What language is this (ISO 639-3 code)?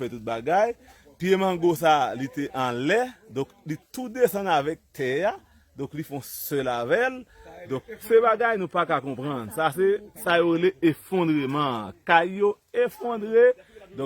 hat